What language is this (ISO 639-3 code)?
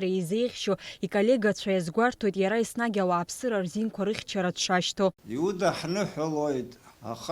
abk